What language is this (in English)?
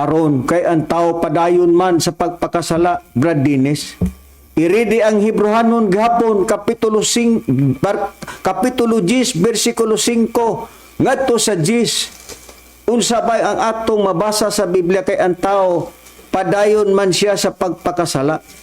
Cebuano